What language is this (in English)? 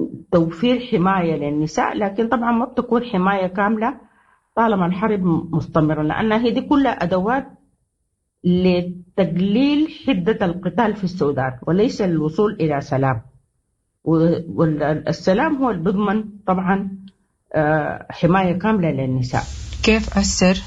Sudanese Arabic